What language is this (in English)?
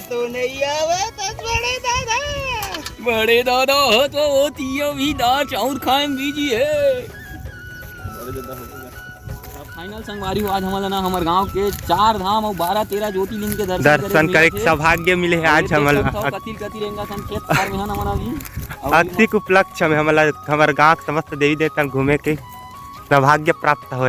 Chhattisgarhi